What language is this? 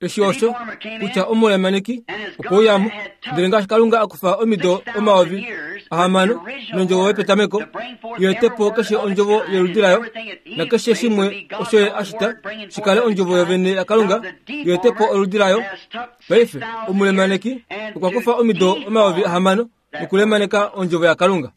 Kuanyama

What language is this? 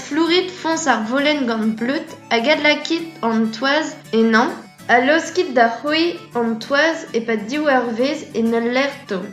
Breton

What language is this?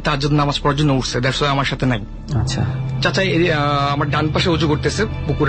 Bangla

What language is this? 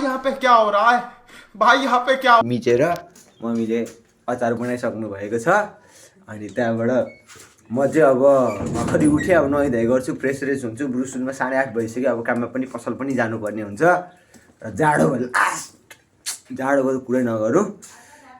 Nepali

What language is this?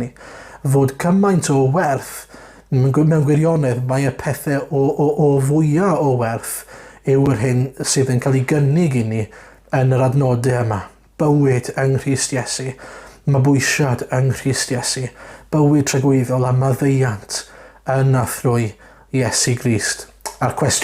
Welsh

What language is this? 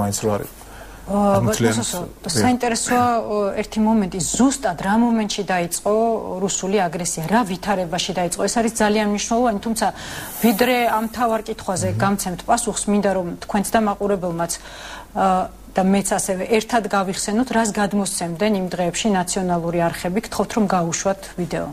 Georgian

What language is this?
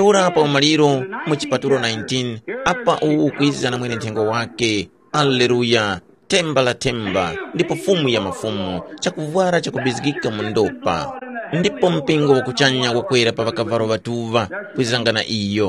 Tumbuka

